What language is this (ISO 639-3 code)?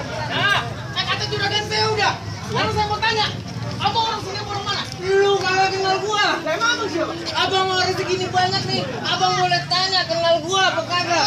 bew